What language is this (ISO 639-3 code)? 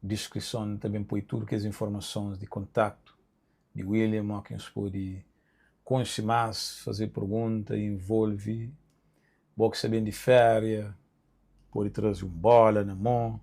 kea